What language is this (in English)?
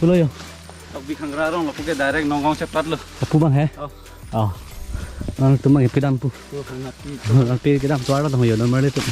Karbi